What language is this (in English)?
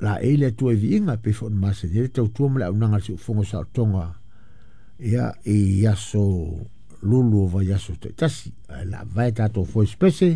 Samoan